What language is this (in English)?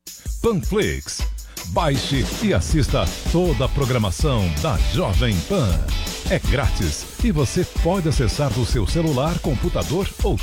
Portuguese